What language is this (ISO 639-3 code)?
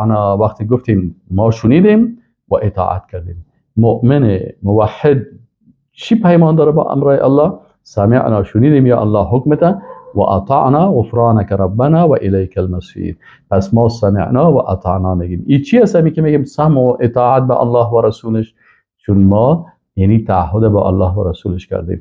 fas